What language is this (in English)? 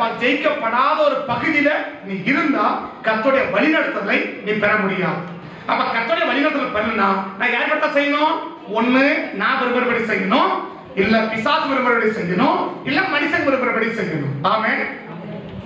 Tamil